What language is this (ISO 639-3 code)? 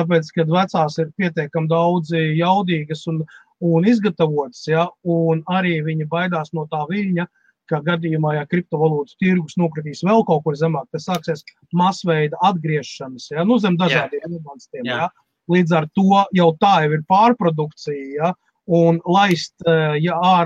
lav